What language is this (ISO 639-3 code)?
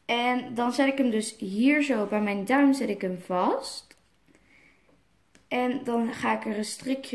nld